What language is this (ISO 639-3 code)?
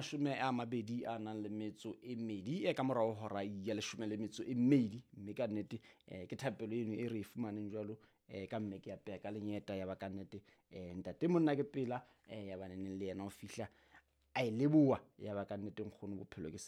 sot